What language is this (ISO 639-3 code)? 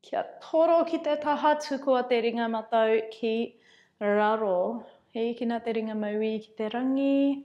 mri